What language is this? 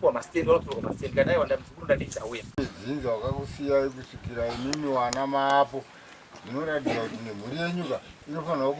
Shona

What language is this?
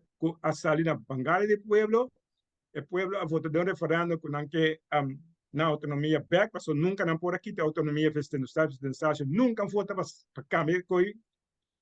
Papiamento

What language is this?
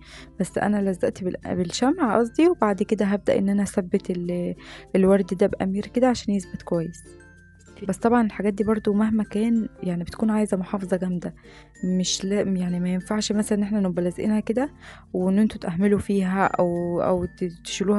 Egyptian Arabic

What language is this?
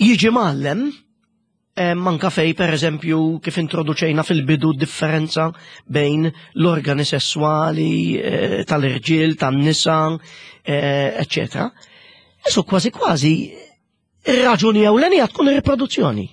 Maltese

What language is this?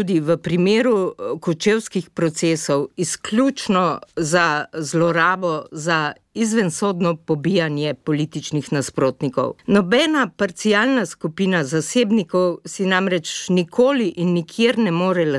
Slovenian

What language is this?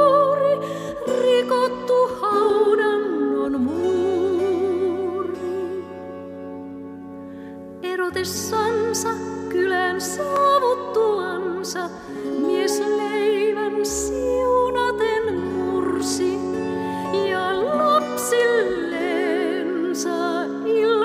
Finnish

